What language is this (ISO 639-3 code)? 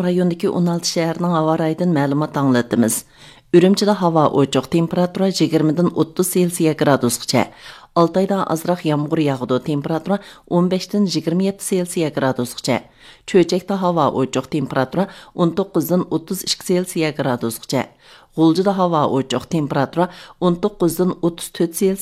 uig